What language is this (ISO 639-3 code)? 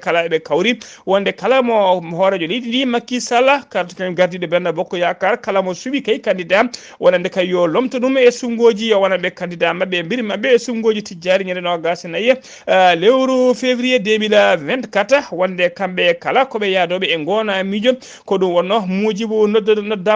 ful